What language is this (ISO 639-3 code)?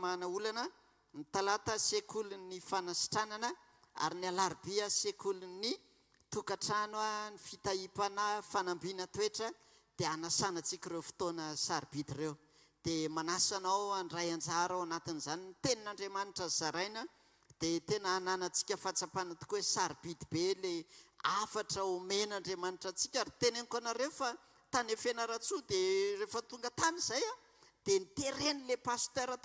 mlg